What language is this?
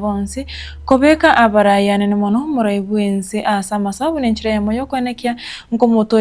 Gusii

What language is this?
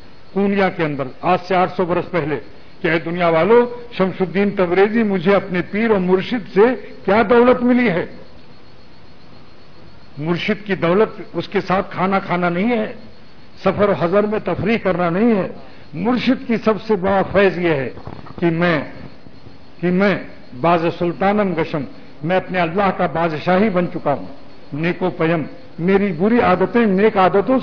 Urdu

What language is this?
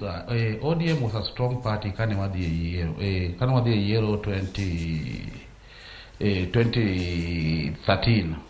Luo (Kenya and Tanzania)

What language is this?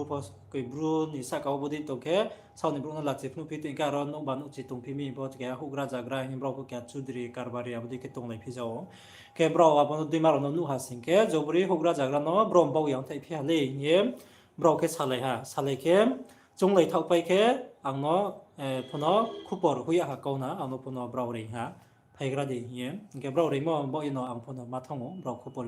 Riang (India)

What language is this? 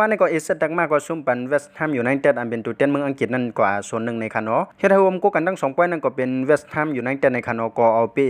Shan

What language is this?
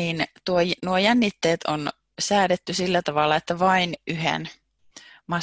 Finnish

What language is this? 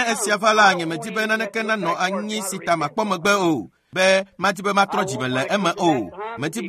Ewe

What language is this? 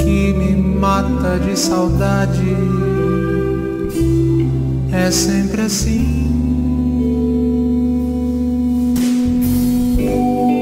Portuguese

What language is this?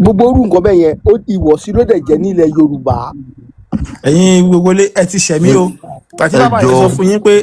Yoruba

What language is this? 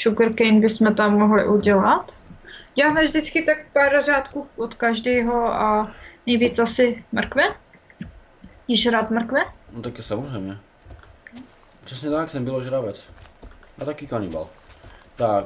Czech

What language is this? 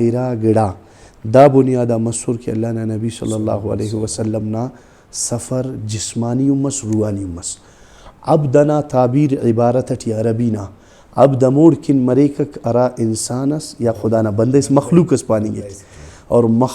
Brahui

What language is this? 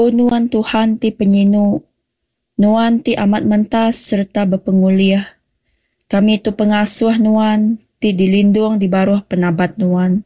Iban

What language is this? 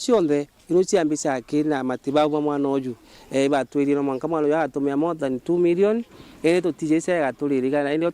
Meru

